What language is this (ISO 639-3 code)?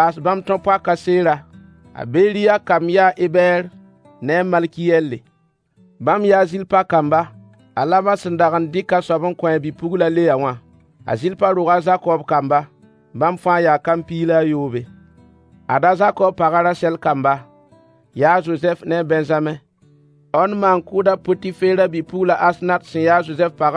mos